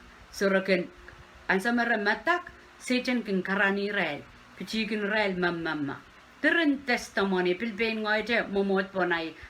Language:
Pohnpeian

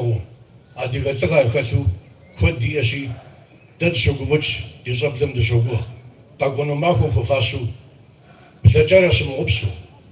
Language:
Kabardian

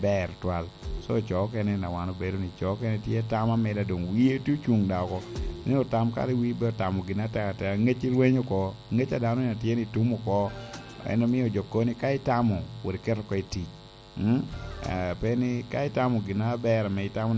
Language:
Lango (Uganda)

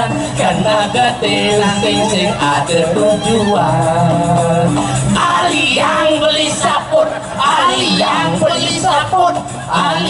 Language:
Balinese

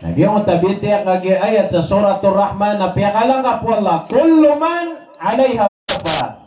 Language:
Maranao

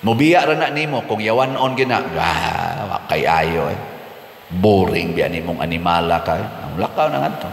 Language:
Cebuano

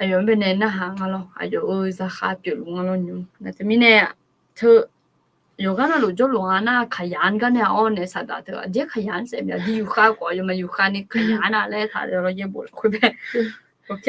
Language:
Akha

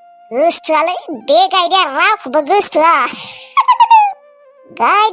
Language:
Bodo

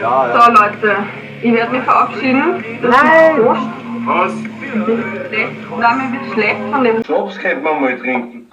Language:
Bavarian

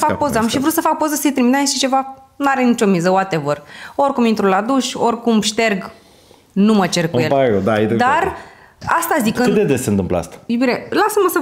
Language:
Romanian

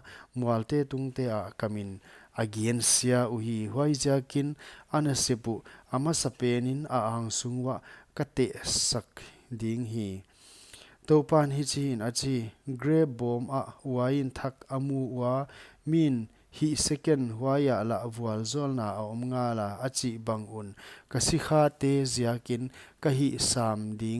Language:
Paite Chin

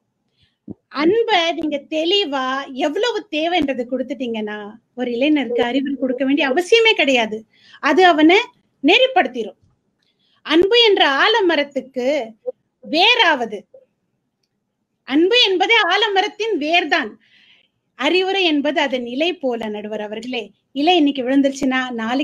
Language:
Tamil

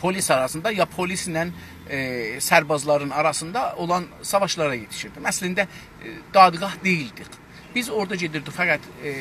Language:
South Azerbaijani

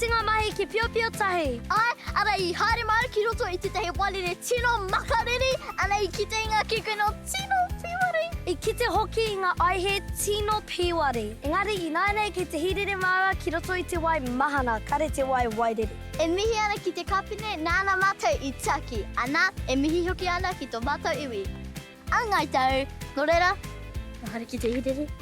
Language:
Māori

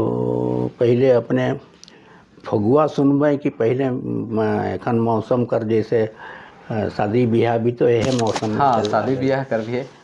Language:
Sadri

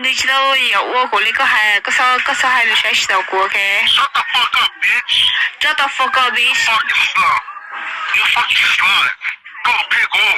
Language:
Hmong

